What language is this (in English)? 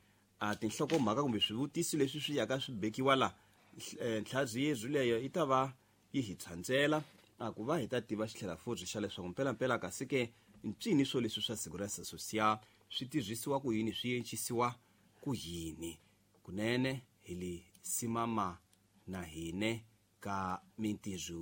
Tsonga